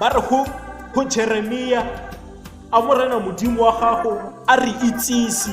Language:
Tswana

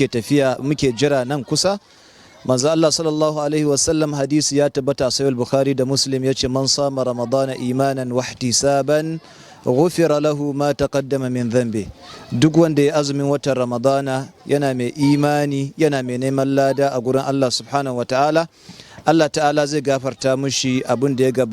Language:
Hausa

